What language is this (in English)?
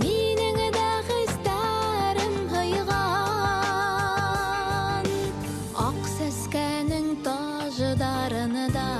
Bashkir